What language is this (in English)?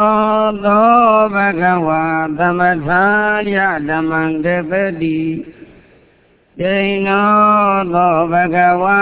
Burmese